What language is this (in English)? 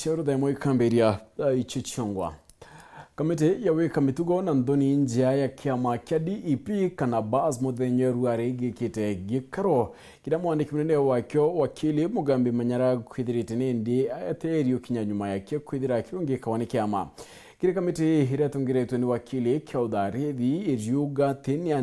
Meru